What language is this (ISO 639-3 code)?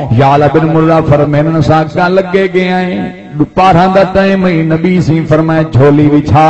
skr